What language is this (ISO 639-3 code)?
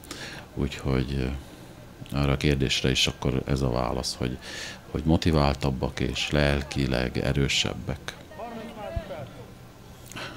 hun